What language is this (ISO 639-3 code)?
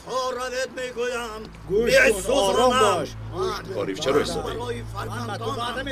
tgk